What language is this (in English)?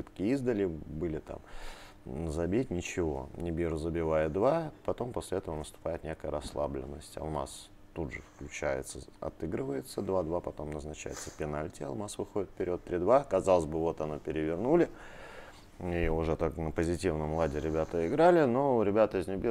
Russian